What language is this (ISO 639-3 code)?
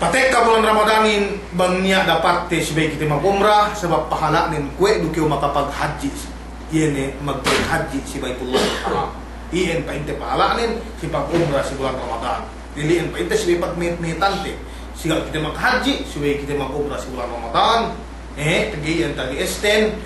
yka